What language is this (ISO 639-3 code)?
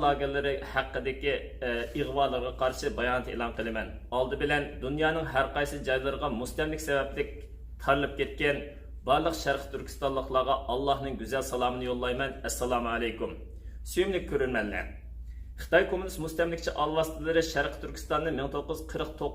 uig